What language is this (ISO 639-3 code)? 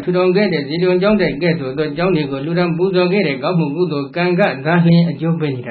mya